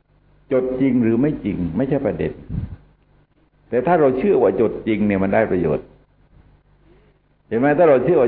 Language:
Thai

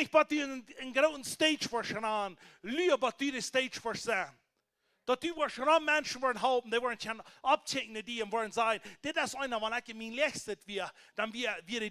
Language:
Plautdietsch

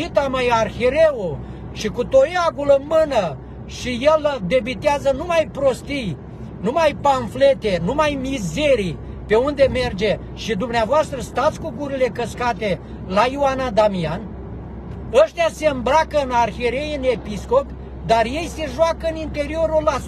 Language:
Romanian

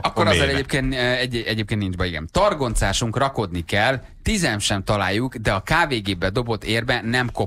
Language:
Hungarian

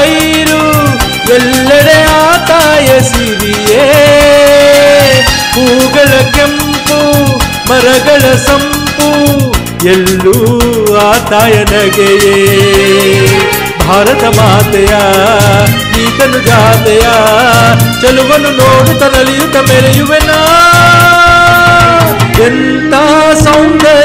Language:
Kannada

